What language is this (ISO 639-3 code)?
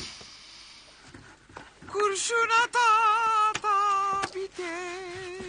tur